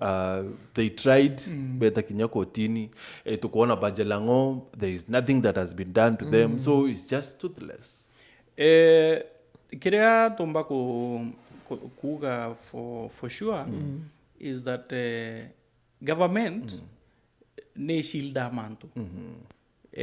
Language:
Meru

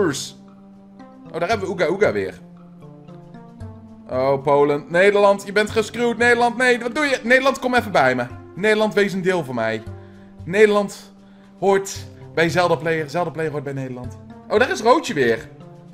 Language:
Dutch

